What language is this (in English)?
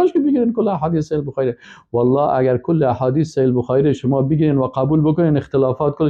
Persian